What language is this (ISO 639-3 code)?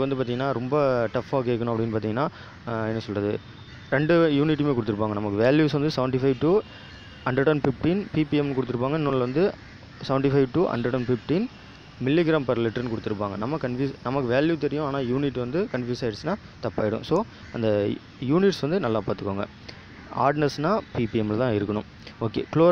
tam